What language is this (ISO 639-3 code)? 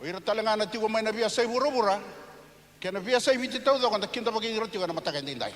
fij